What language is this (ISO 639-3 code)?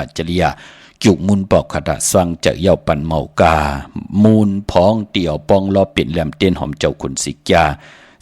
shn